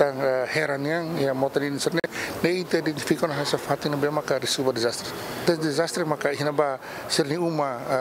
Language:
Tetum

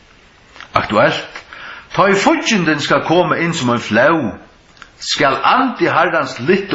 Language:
Faroese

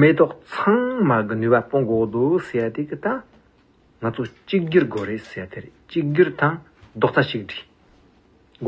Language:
Tibetan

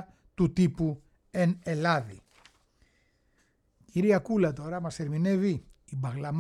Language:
Greek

